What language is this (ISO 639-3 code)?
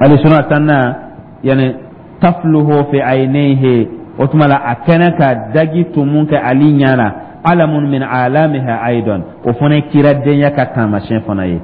dyu